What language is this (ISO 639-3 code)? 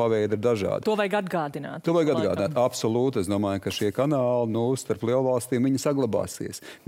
lav